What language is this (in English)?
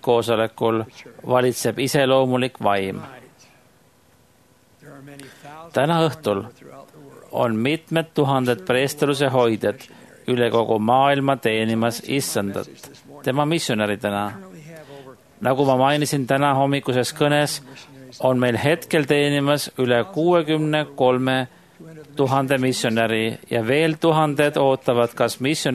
Estonian